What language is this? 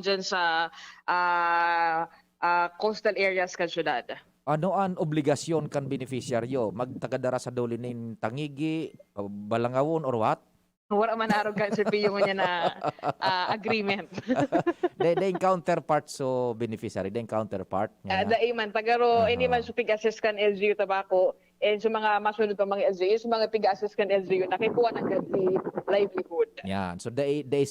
Bikol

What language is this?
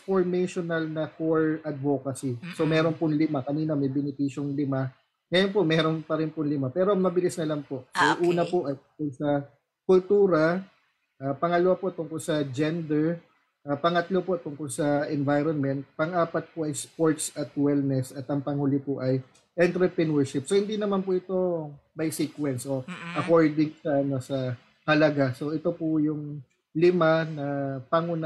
Filipino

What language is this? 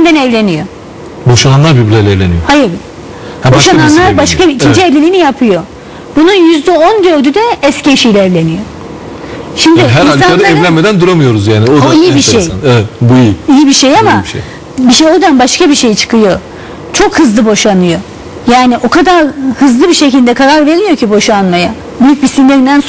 Turkish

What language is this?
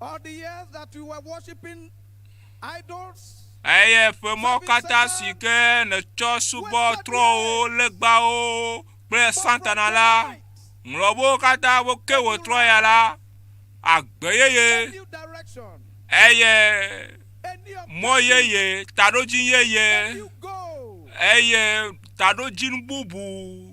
Ewe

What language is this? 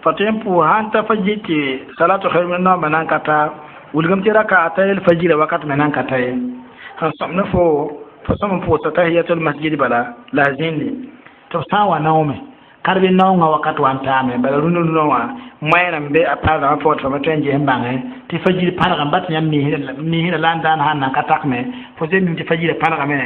Mossi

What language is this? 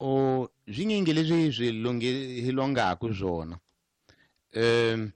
Tsonga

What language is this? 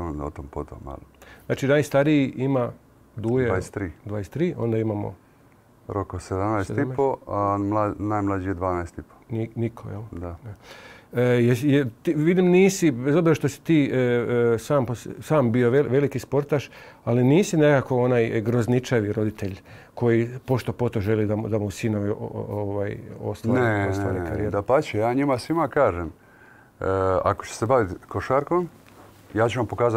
Croatian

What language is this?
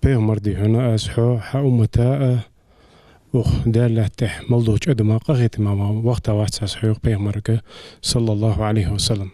Ingush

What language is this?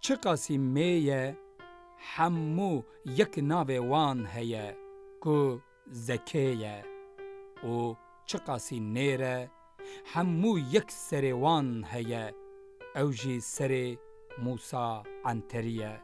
Kurdish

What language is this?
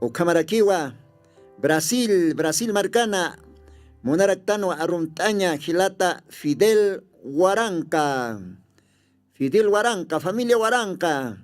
Aymara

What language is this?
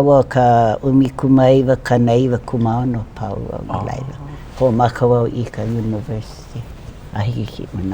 Hawaiian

